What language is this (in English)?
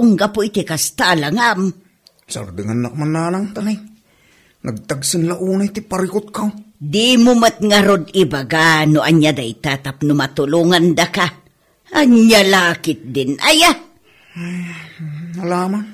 Iloko